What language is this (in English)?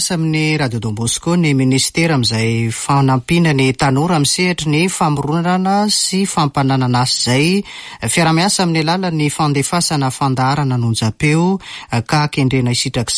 Malagasy